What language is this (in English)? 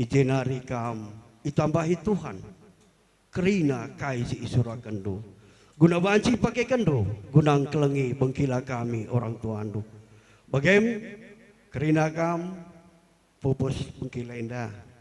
Batak Karo